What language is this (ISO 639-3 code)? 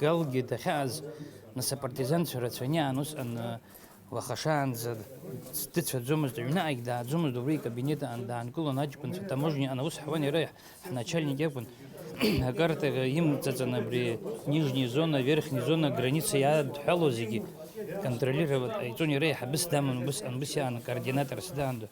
abk